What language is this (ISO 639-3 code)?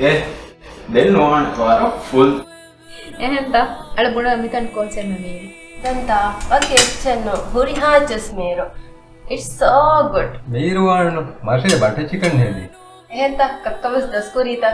div